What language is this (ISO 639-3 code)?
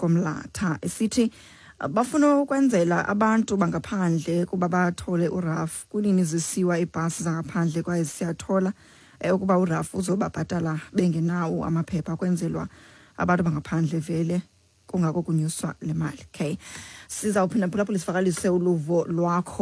xho